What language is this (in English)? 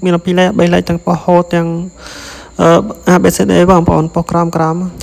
Khmer